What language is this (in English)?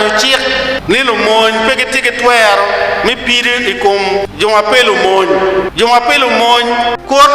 Acoli